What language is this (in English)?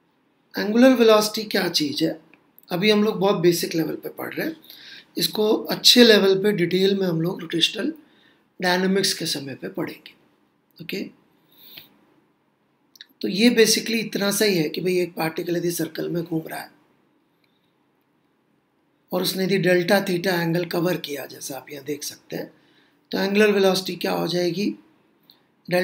Hindi